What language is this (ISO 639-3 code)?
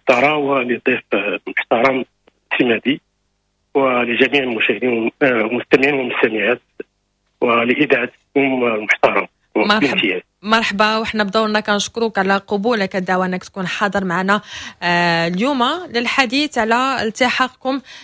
ary